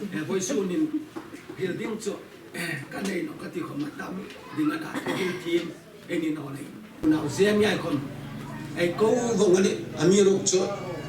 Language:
Hmar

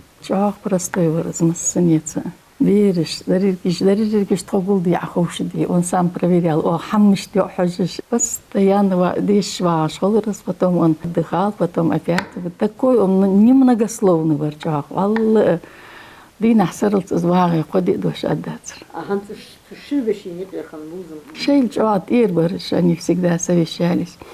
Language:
Ingush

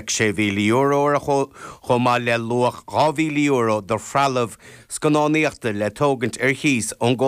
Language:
Irish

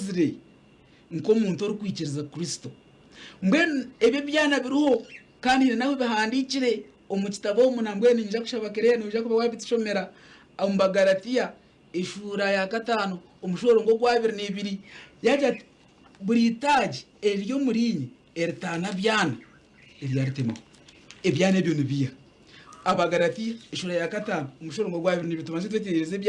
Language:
Nyankole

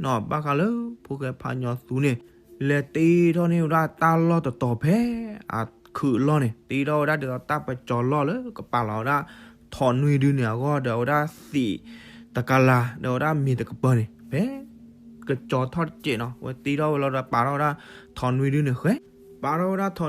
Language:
S'gaw Karen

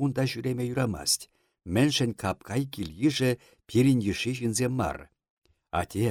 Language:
Chuvash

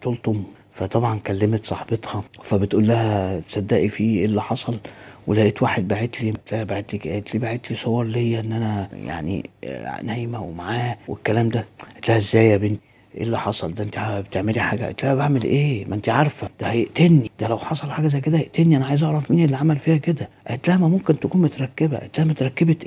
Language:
Egyptian Arabic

